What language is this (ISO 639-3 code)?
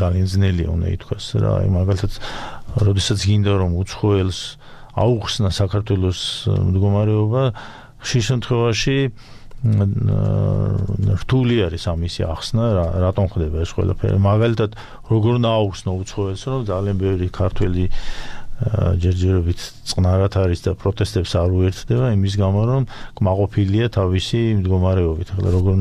kat